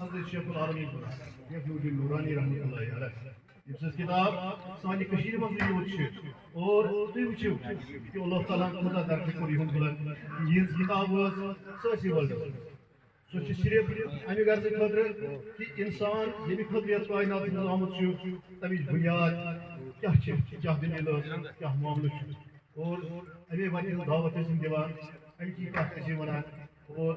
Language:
Kashmiri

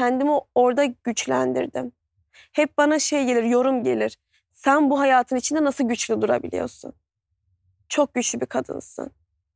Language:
Turkish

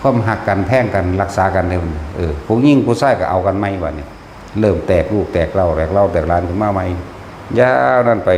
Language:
Northeastern Thai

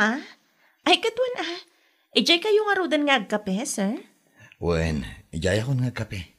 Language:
Iloko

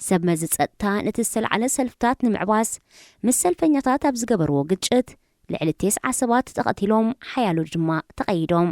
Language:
Tigrinya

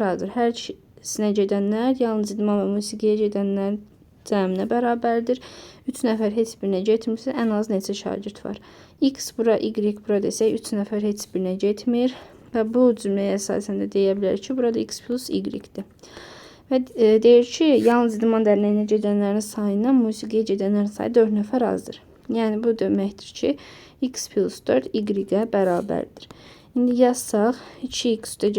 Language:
Azerbaijani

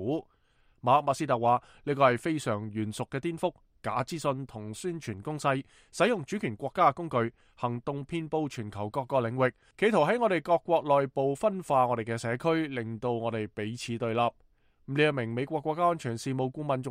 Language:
Cantonese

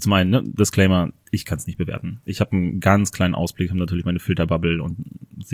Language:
German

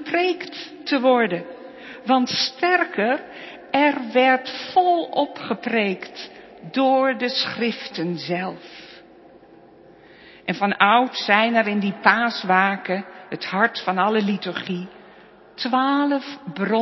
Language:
Dutch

